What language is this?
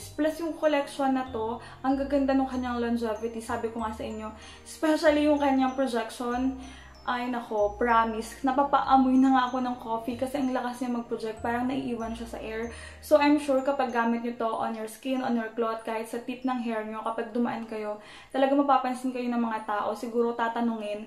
Filipino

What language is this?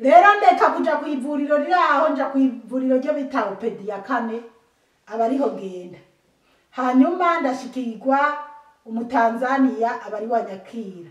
Rundi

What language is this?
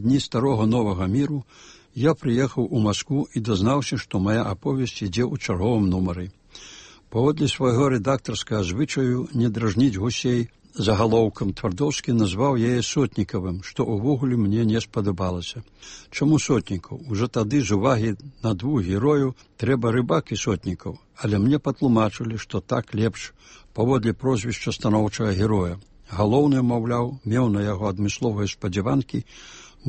Belarusian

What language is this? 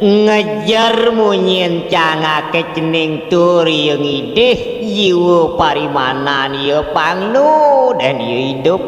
Balinese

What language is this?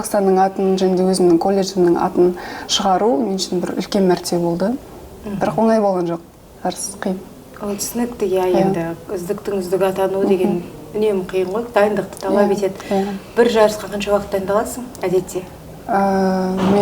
Kazakh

